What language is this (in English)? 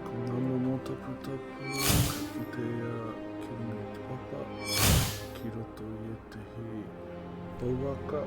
Māori